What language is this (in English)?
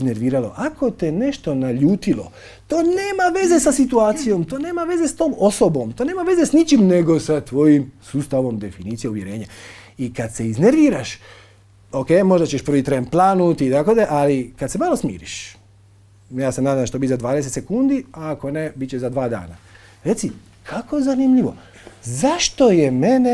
Croatian